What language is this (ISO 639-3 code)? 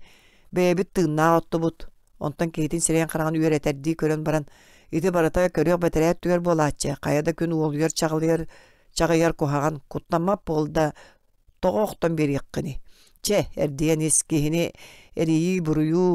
sah